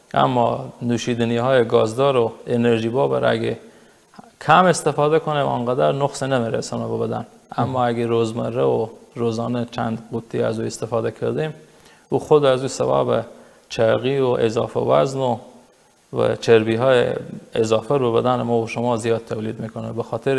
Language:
Persian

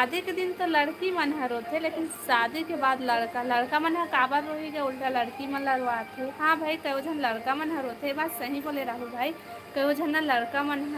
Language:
Chhattisgarhi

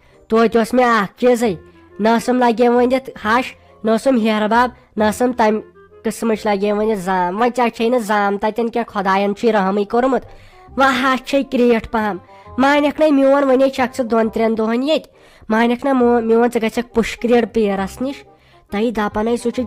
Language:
Kashmiri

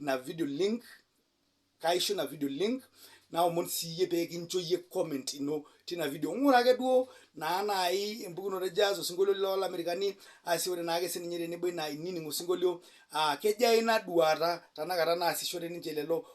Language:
Masai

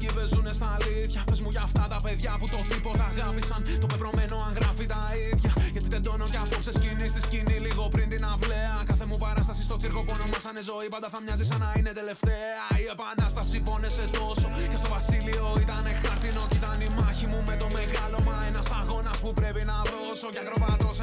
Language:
Greek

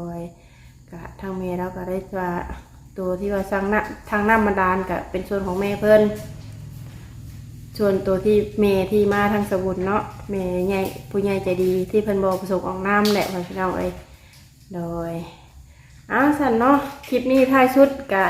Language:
Lao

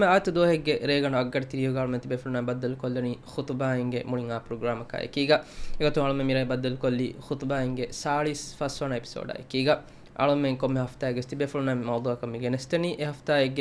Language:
Divehi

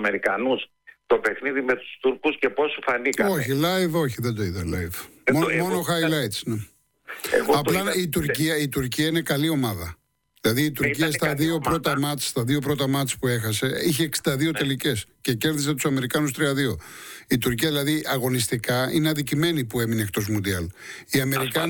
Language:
Greek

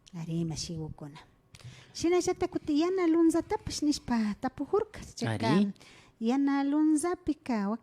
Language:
Imbabura Highland Quichua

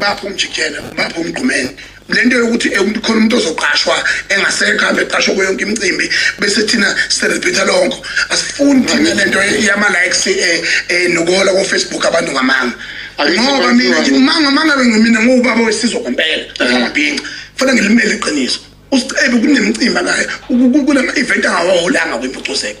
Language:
Zulu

